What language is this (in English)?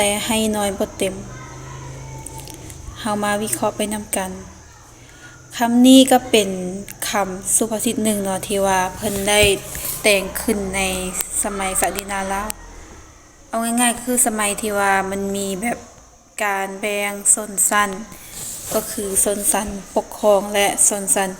Lao